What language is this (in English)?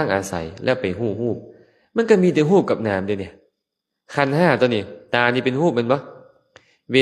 Lao